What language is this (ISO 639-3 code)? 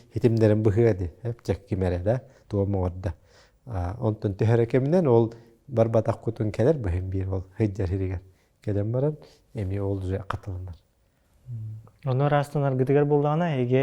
sah